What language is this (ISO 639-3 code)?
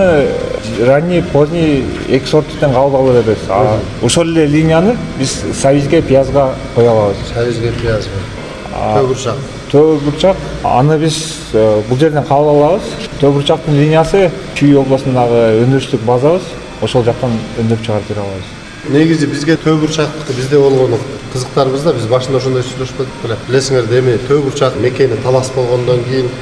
kir